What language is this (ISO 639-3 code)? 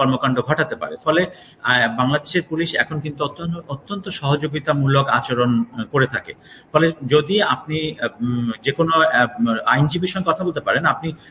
ben